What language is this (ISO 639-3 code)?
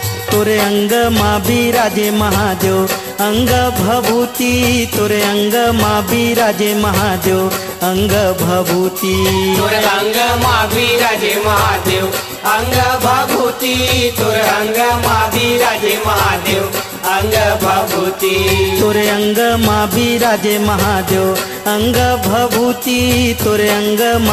hne